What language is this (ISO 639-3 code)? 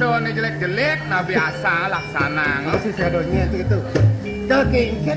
ban